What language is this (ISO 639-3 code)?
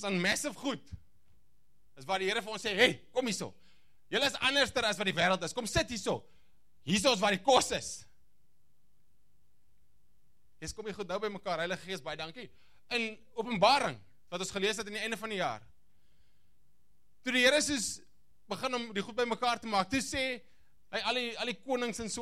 afr